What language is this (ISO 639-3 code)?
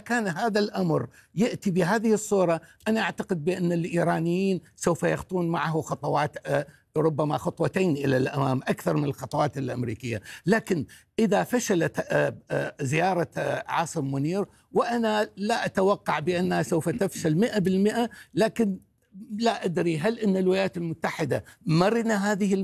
ara